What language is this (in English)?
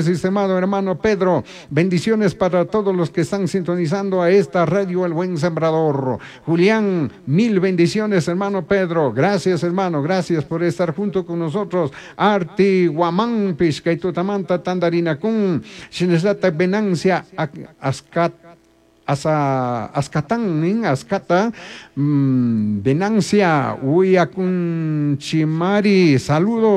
Chimborazo Highland Quichua